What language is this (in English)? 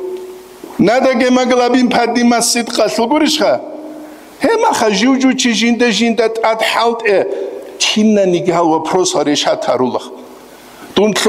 Avaric